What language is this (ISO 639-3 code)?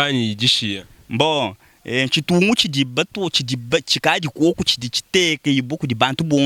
lua